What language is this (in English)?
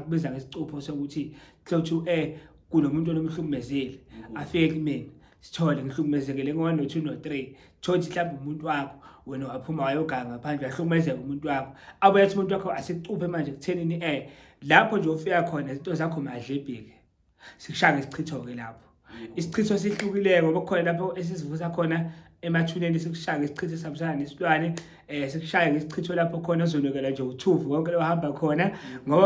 Zulu